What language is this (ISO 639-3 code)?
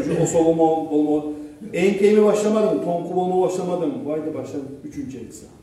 kum